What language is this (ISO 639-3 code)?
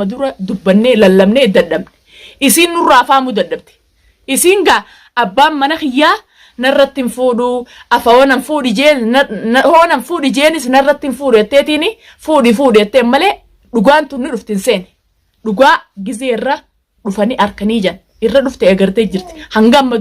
orm